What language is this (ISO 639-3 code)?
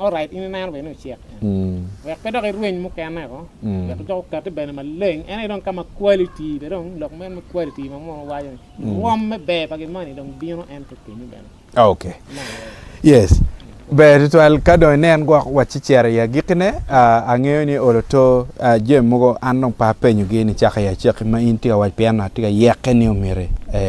ach